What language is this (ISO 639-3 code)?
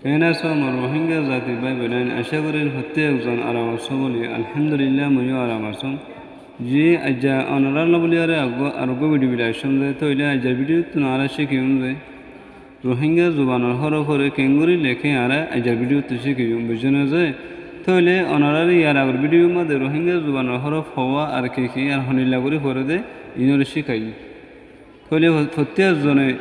rhg